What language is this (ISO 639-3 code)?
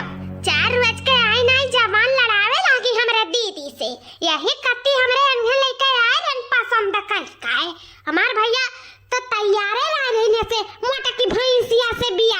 awa